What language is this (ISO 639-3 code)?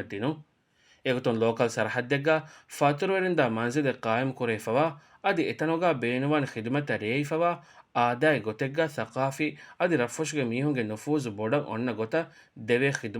div